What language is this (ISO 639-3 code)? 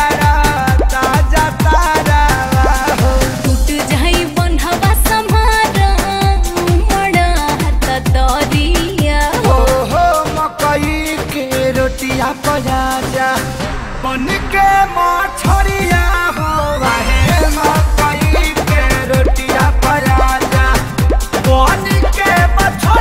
bho